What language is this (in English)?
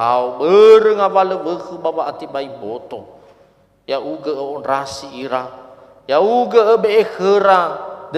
Nias